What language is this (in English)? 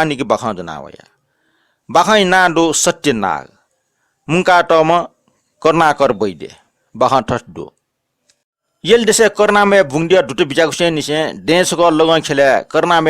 Newari